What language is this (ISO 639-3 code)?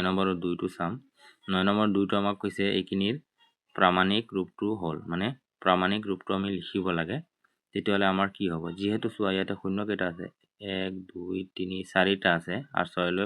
asm